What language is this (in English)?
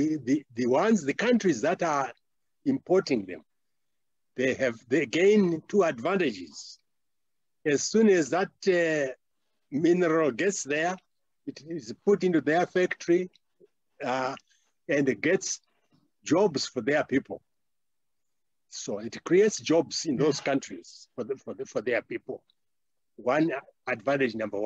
English